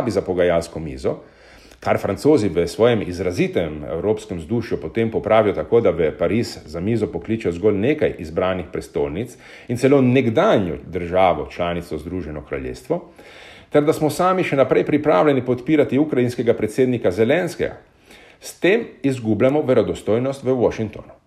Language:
Slovenian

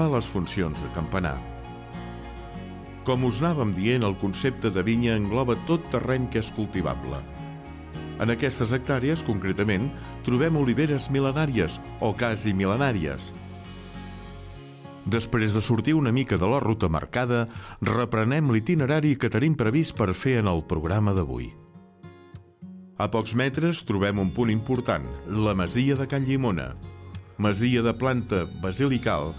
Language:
Catalan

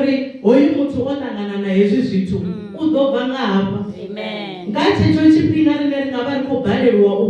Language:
Venda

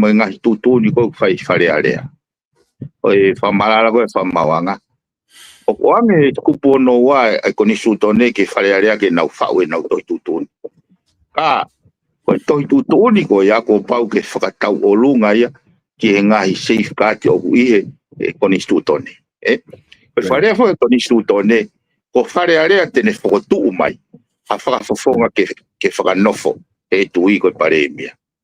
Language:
Tongan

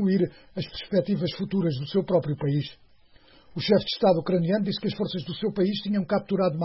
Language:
Portuguese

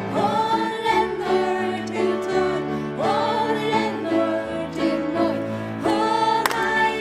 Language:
Faroese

